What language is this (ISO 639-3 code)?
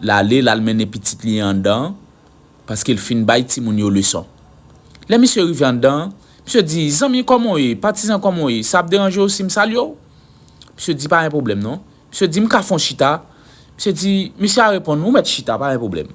hat